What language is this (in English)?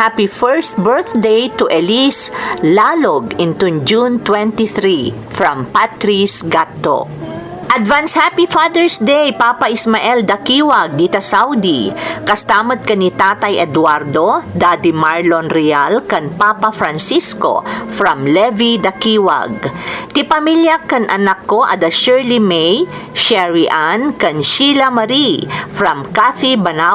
Iloko